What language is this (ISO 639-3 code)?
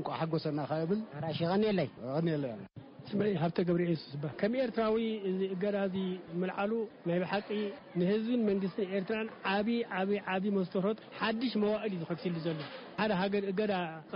tir